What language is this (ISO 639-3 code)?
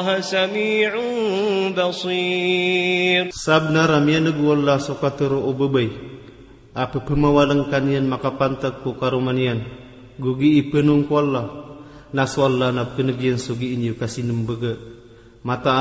mrw